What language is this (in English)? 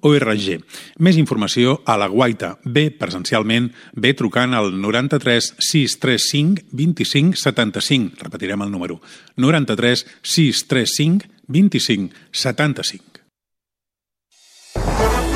Catalan